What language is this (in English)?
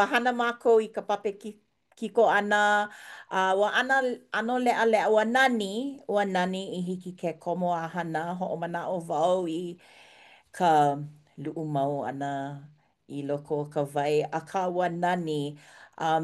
Hawaiian